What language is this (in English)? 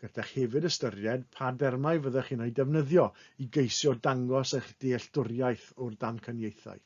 Welsh